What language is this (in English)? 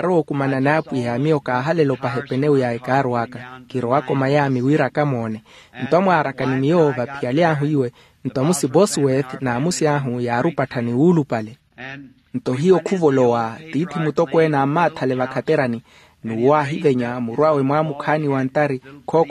Makhuwa